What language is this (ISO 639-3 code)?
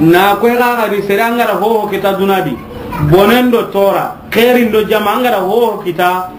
snk